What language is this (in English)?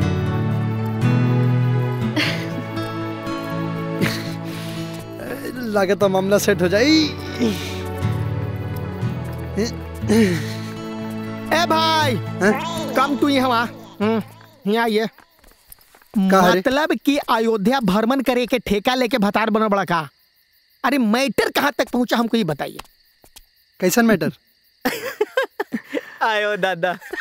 Bhojpuri